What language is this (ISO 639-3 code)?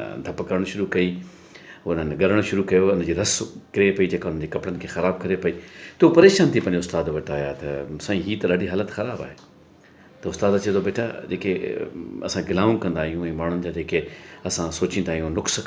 snd